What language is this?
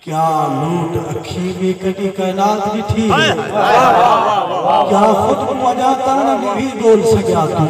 Saraiki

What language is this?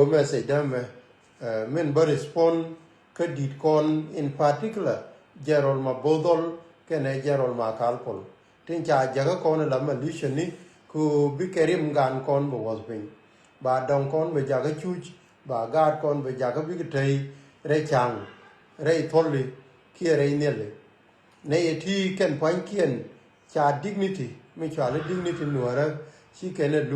Nuer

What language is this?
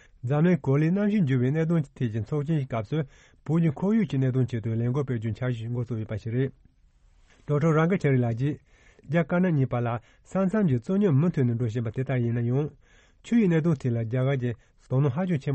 Tibetan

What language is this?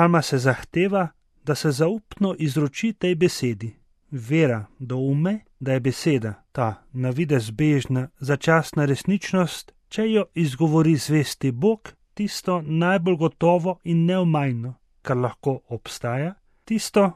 Slovenian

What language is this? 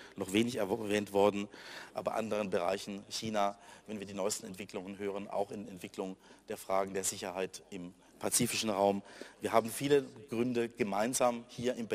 German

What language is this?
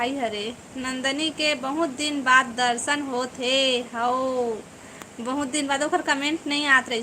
Chhattisgarhi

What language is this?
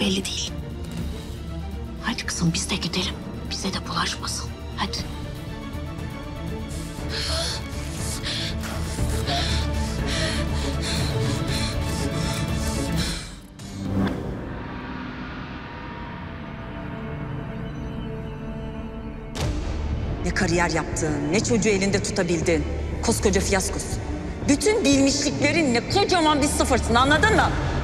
Turkish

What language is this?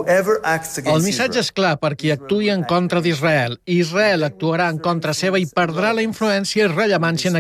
Catalan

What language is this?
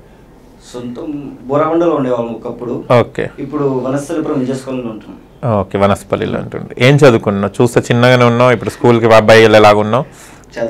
Telugu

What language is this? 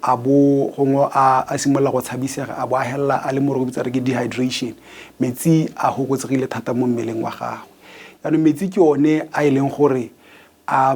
Tswana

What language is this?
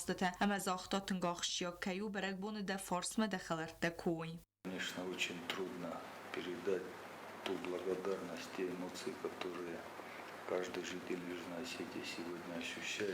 Ossetic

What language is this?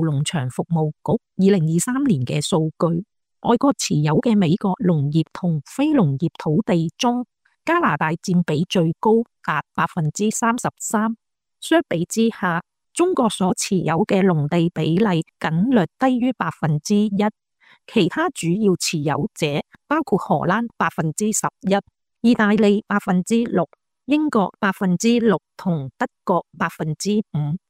Cantonese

